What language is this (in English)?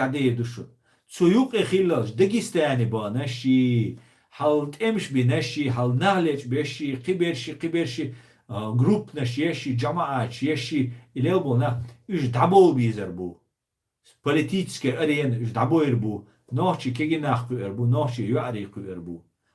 Chechen